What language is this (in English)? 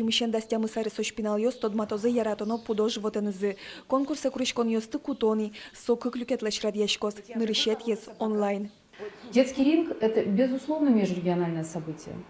Udmurt